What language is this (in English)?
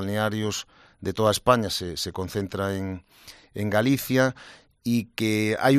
Galician